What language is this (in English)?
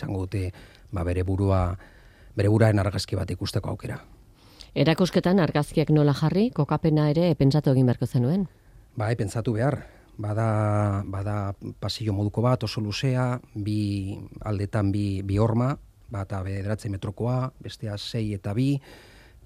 Basque